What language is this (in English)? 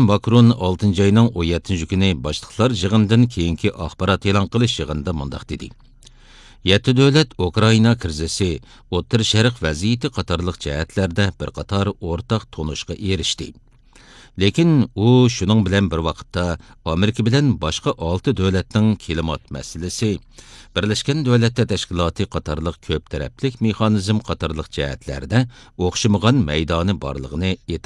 Uyghur